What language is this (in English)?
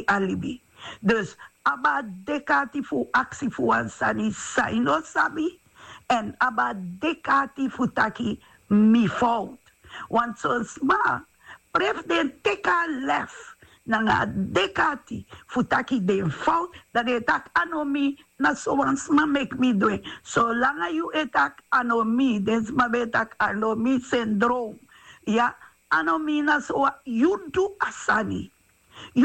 Sranan Tongo